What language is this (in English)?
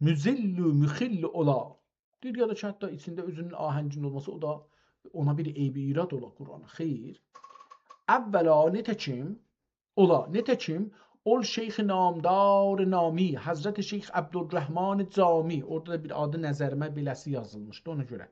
South Azerbaijani